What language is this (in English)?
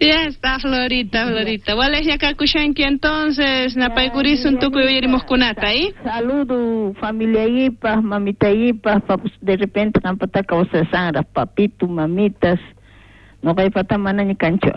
South Bolivian Quechua